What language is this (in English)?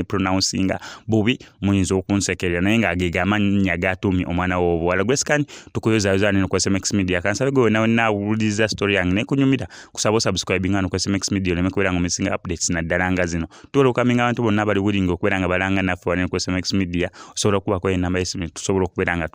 Ganda